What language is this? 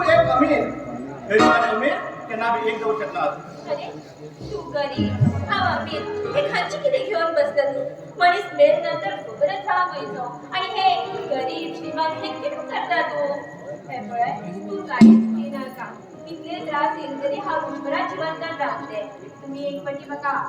Konkani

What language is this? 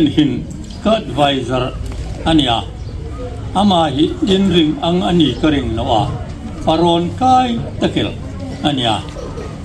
Hmar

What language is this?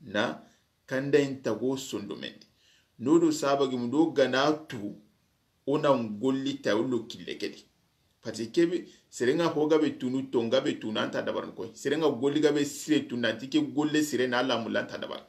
Soninke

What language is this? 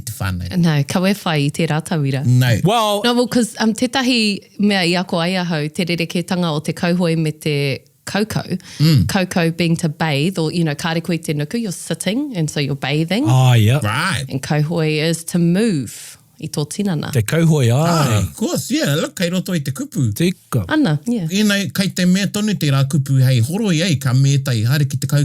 Māori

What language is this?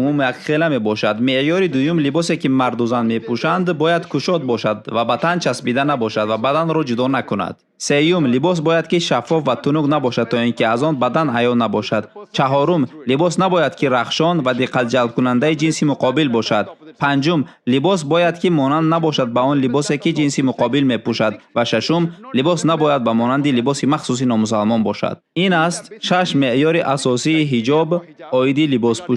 Tajik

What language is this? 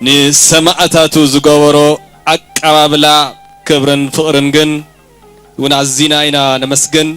Tigrinya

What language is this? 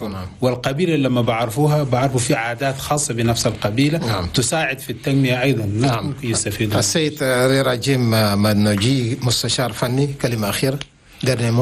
Chadian Arabic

